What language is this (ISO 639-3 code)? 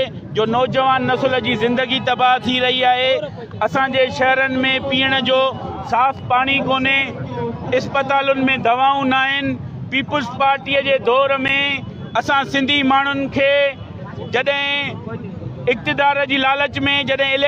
snd